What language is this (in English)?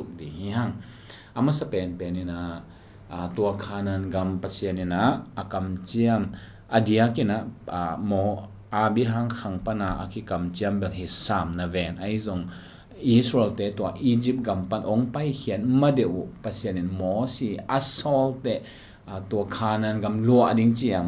Tedim Chin